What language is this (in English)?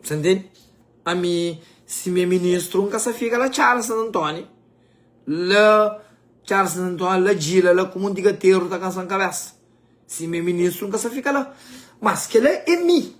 Kabuverdianu